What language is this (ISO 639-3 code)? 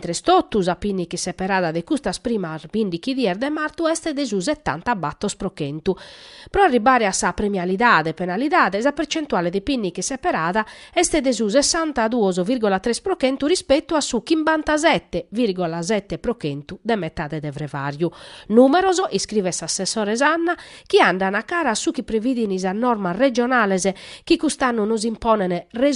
srd